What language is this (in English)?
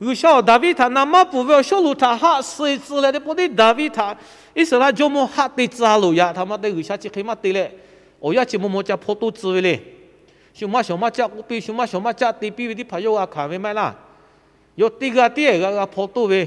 Lahu